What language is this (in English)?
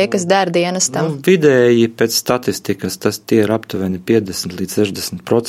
Latvian